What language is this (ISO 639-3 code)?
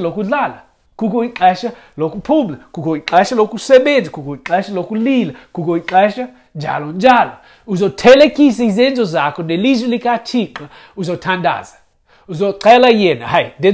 xho